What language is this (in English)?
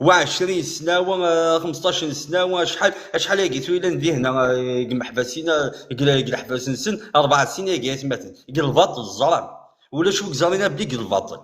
Kabyle